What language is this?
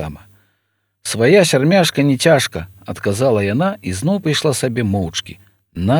Belarusian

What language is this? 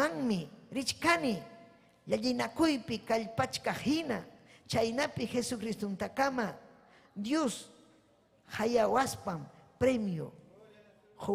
Ayacucho Quechua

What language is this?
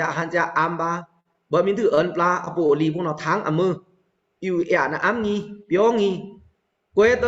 Pa'o Karen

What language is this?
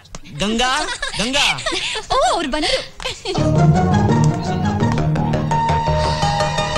Kannada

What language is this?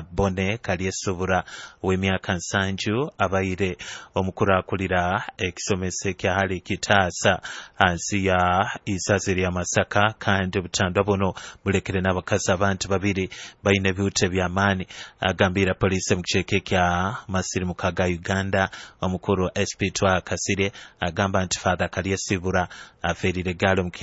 Nyoro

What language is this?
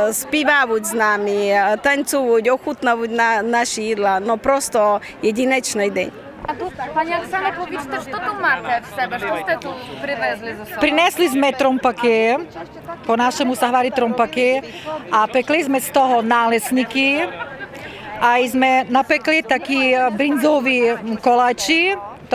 Rusyn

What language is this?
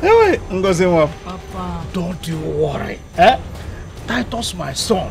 Nigerian Pidgin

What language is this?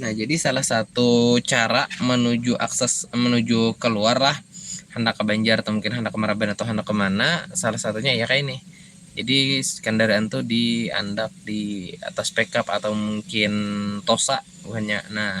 Banjar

